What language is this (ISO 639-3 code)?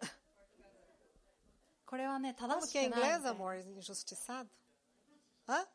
glg